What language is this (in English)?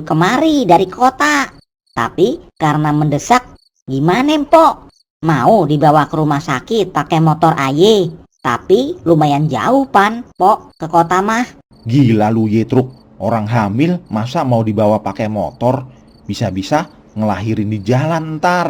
Betawi